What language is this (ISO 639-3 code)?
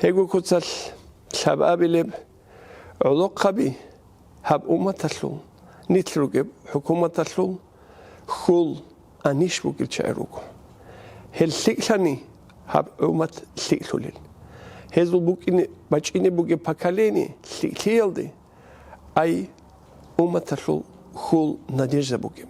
ava